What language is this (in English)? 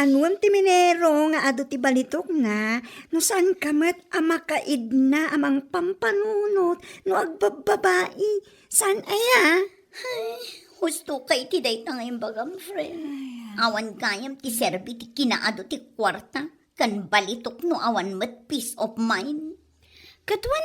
Iloko